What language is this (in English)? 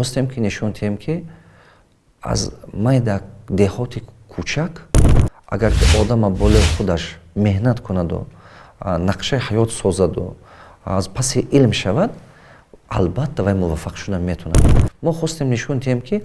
Tajik